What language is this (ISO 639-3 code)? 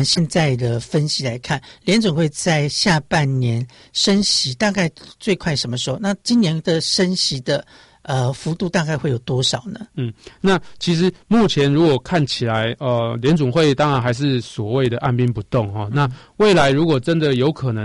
zho